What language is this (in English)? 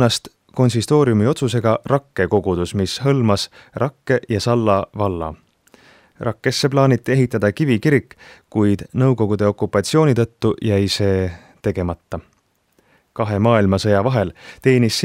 Estonian